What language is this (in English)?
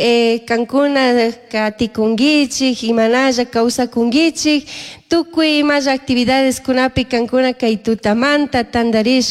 Chimborazo Highland Quichua